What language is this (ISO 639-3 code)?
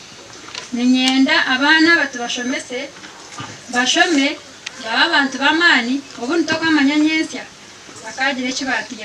nyn